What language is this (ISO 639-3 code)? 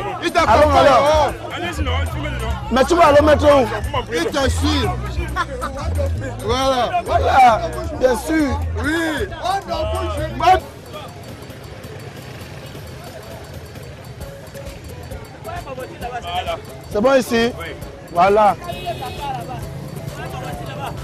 fra